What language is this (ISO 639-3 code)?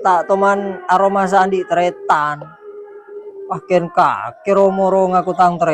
mad